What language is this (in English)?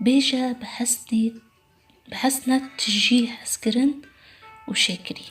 Kurdish